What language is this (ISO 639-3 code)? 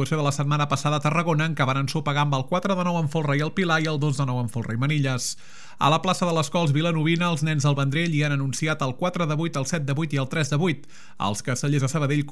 cat